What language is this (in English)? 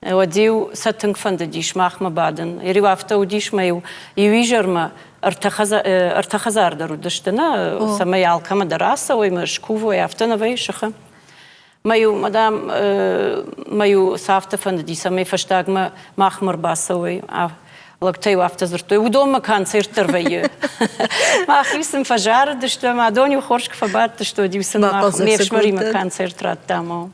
Ossetic